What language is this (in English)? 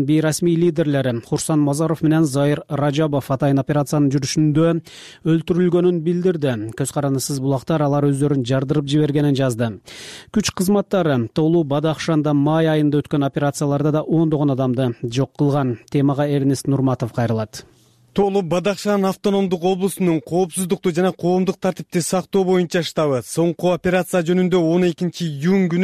Kyrgyz